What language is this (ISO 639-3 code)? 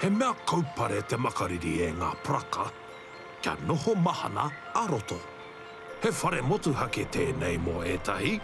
mri